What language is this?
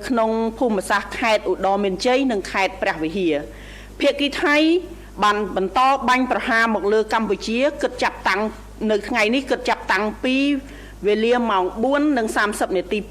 Khmer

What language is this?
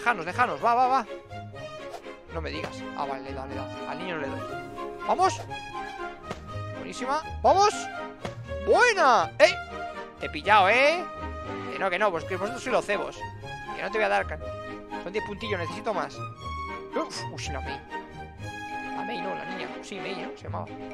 Spanish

